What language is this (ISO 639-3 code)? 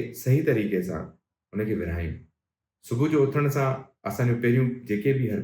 snd